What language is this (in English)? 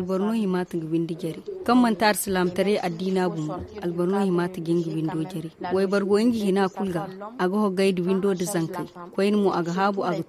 Zarma